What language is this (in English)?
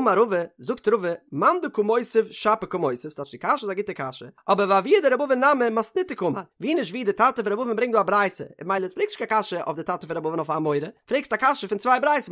Yiddish